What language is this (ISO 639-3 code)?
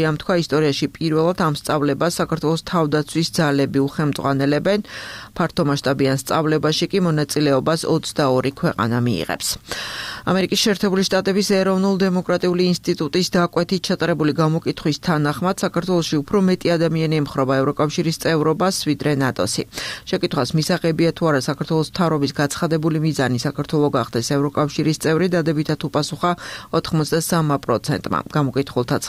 kat